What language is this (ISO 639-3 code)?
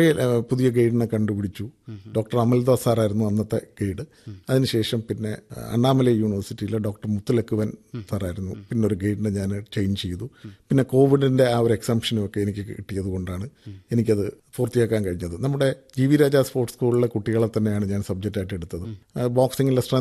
mal